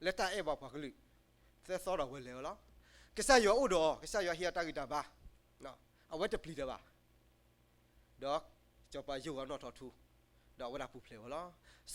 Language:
S'gaw Karen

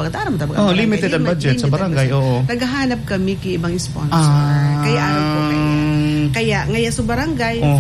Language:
Bikol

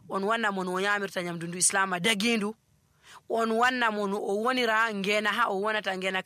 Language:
Nigerian Fulfulde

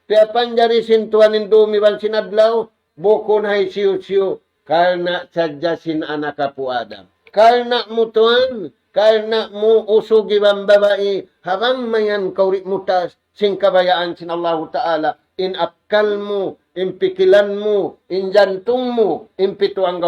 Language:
Tausug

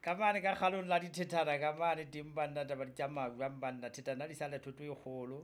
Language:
Southern Sotho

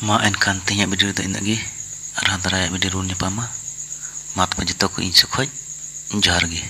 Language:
Santali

